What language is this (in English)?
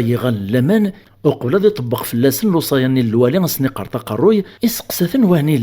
Kabyle